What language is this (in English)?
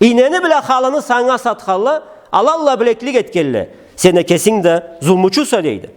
Karachay-Balkar